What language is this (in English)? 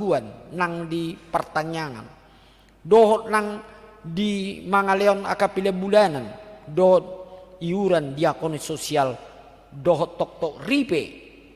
Batak Toba